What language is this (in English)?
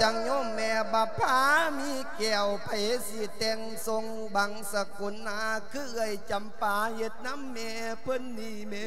Lao